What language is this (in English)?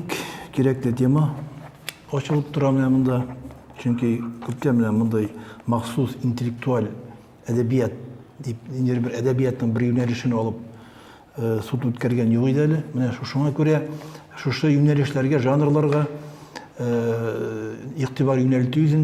Tatar